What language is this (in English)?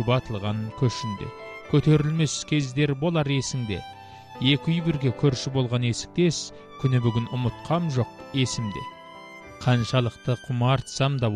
Kazakh